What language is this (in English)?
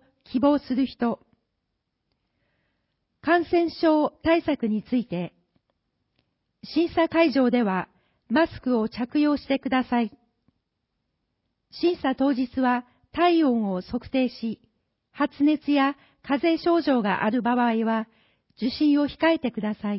Japanese